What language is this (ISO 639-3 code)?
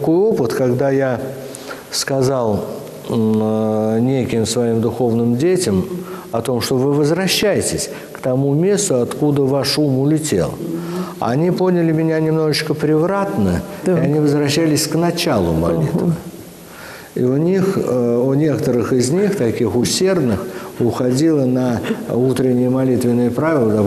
rus